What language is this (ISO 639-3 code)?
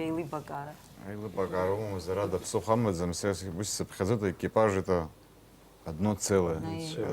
abk